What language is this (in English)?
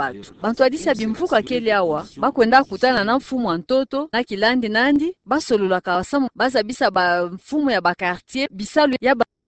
Kituba (Democratic Republic of Congo)